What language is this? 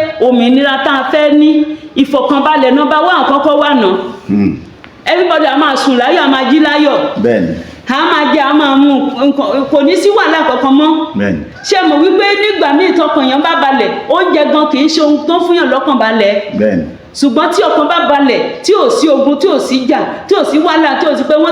Yoruba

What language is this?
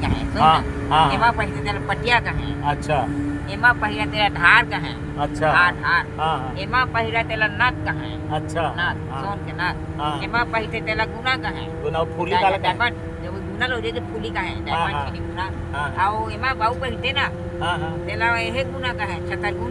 Chhattisgarhi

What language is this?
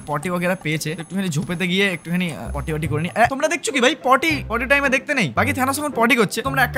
Bangla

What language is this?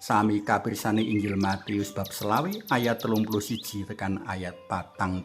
Javanese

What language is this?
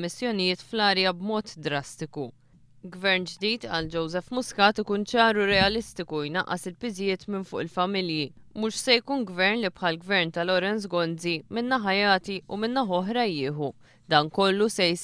Maltese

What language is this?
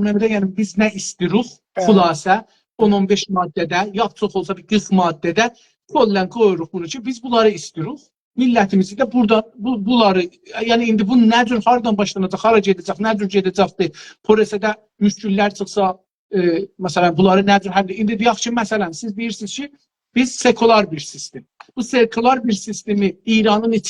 South Azerbaijani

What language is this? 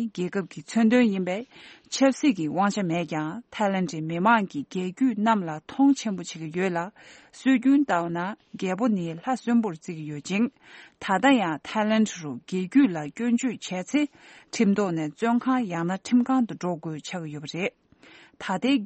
Tibetan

